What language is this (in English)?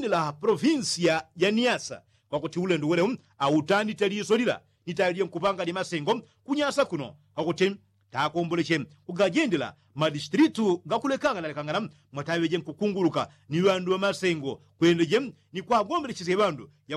Yao